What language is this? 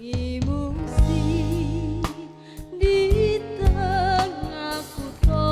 Musi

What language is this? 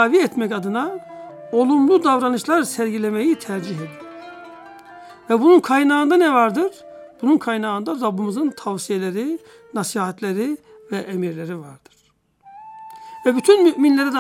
Turkish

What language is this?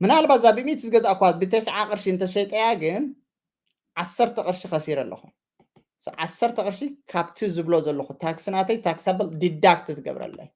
Tigrinya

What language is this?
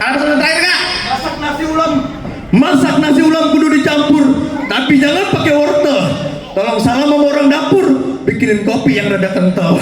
Betawi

